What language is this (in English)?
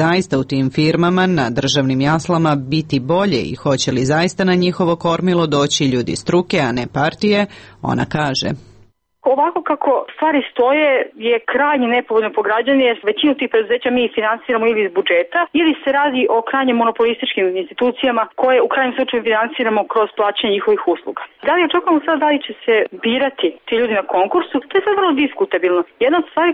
Serbian